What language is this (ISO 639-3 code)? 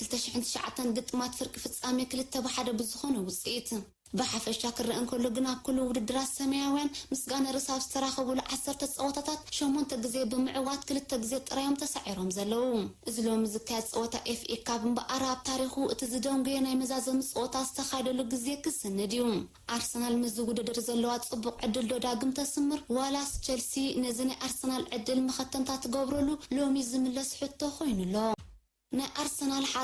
tir